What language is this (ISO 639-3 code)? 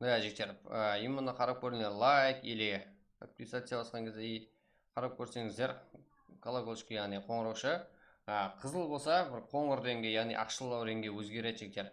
kaa